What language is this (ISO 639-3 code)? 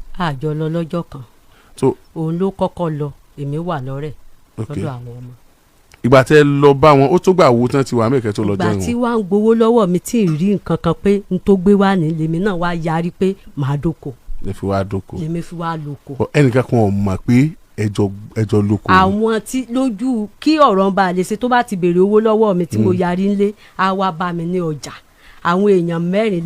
yor